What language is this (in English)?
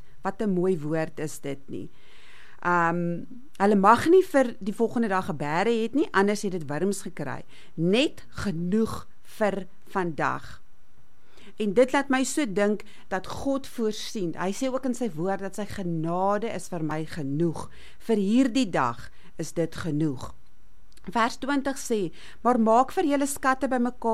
Afrikaans